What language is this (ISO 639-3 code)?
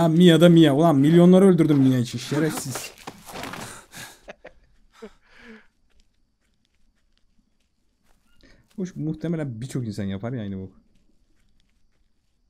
tur